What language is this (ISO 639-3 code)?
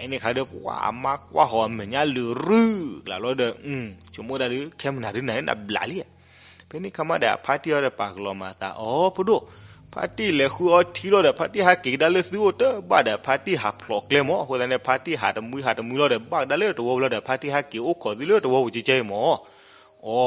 ksw